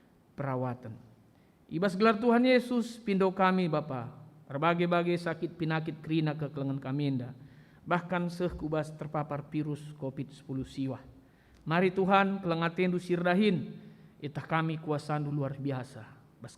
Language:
Batak Karo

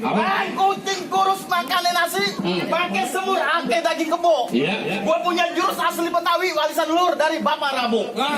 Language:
Betawi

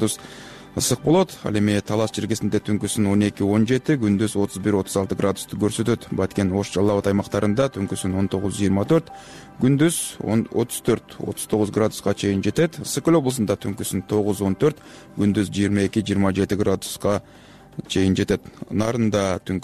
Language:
Kyrgyz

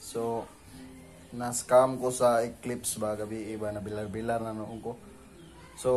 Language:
Cebuano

